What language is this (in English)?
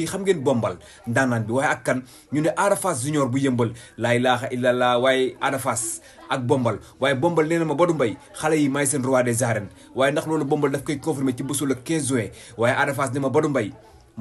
Wolof